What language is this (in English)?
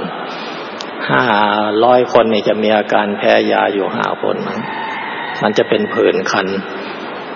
Thai